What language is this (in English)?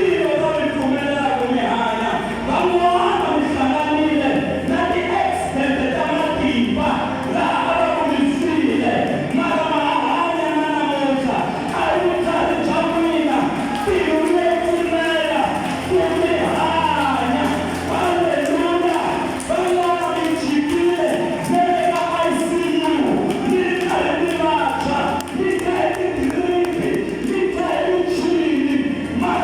Tsonga